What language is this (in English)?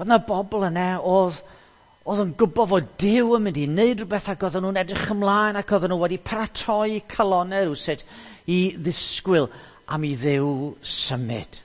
Welsh